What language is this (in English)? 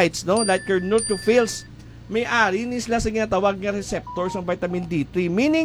Hiligaynon